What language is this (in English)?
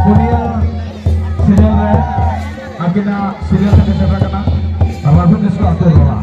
Santali